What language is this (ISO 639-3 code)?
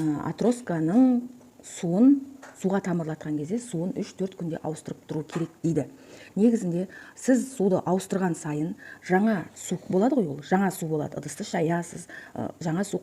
kaz